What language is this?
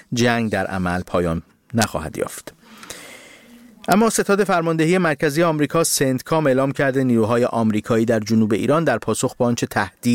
Persian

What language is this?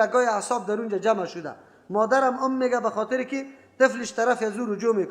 Persian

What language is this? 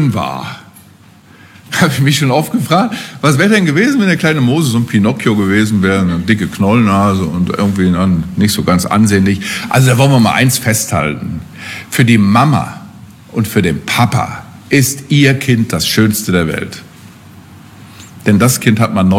German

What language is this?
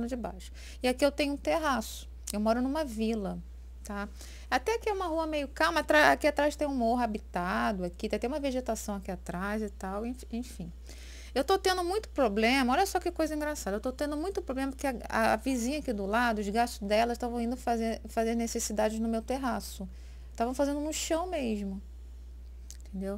Portuguese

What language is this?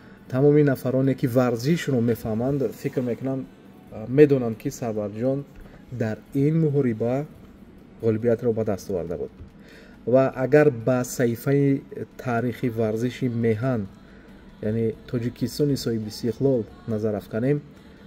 Tajik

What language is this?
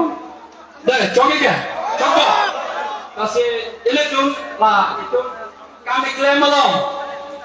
Karbi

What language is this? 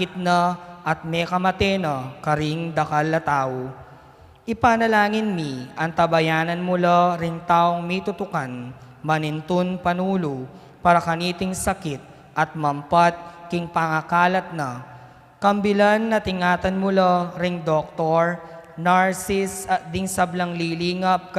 Pampanga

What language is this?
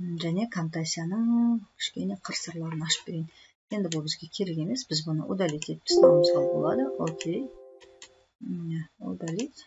Kazakh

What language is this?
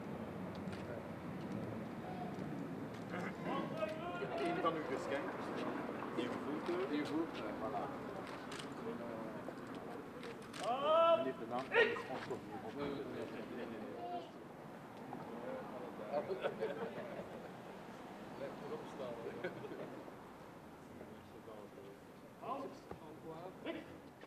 Dutch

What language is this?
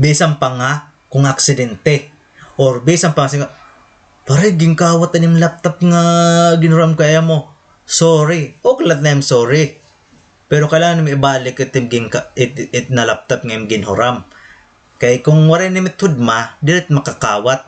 Waray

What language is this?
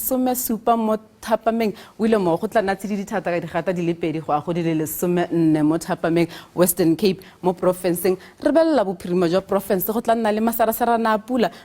Tswana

